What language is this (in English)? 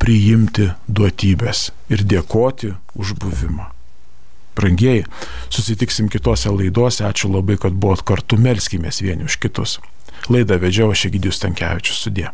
Lithuanian